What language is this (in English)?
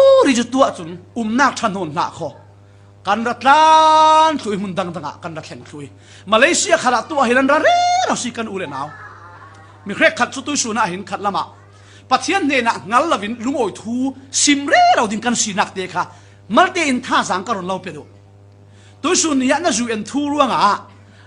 Falam Chin